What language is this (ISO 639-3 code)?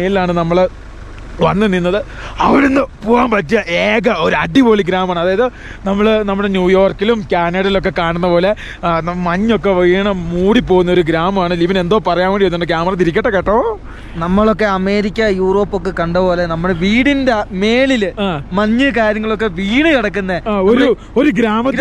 mal